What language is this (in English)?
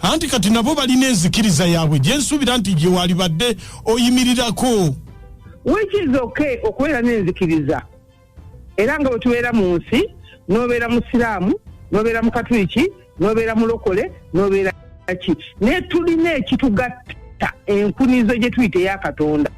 Ganda